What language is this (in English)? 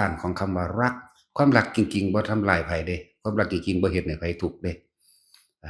Northeastern Thai